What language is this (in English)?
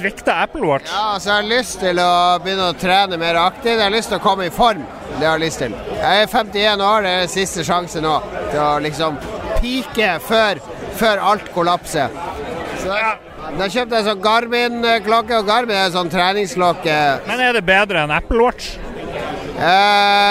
Norwegian